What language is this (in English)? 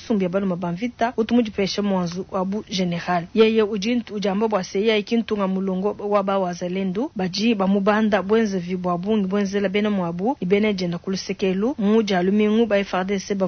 Luba-Lulua